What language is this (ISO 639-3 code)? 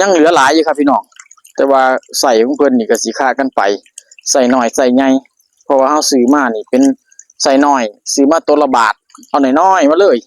lao